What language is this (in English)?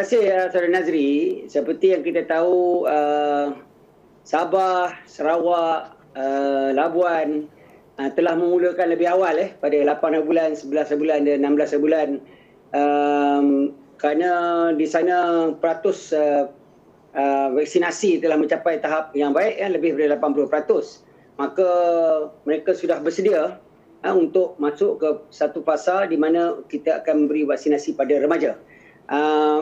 Malay